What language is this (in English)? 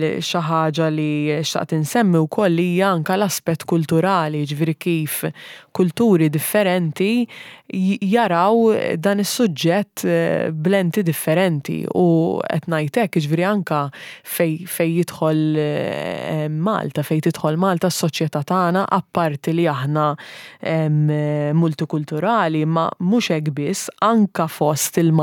Maltese